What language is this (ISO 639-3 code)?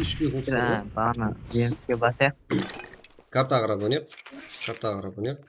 kaa